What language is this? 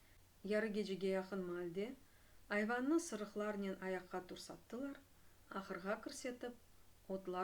Crimean Tatar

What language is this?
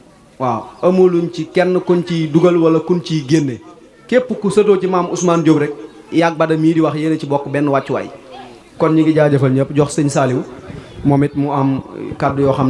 Wolof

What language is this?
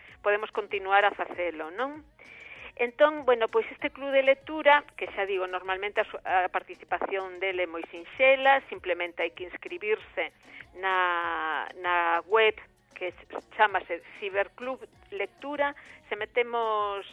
Galician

